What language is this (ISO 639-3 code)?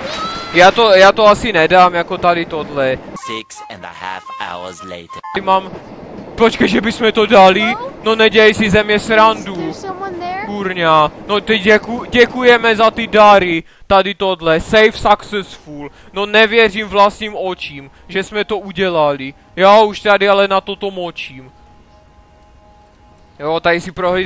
ces